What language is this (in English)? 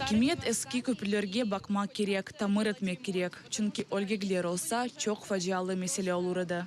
Crimean Tatar